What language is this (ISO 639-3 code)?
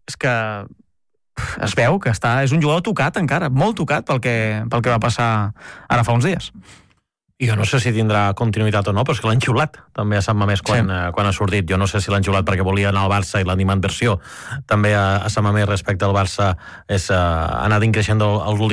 cat